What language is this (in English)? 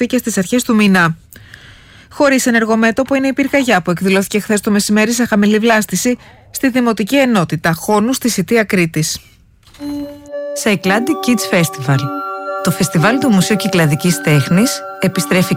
Greek